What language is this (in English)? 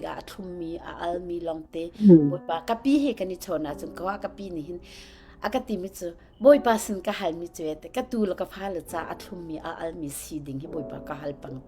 Hakha Chin